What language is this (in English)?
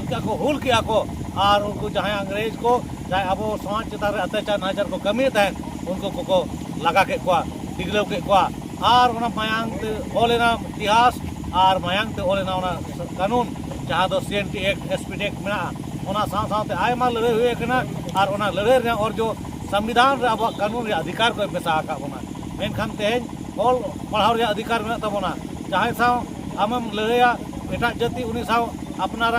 Santali